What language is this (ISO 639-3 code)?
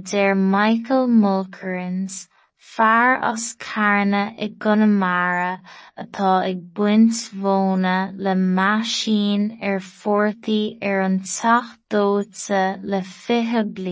gle